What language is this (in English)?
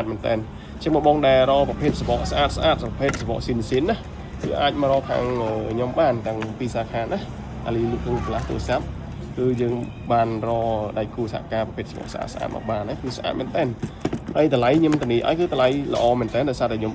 Khmer